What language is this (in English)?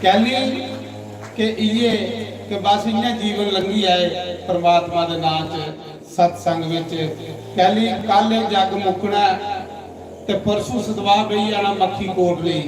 Dogri